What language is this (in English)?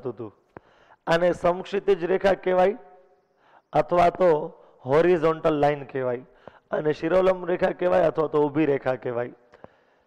Gujarati